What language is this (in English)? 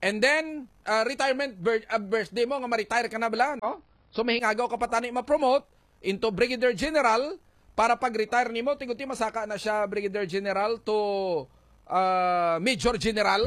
Hiligaynon